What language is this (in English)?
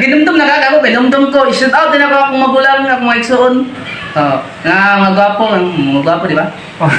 Cebuano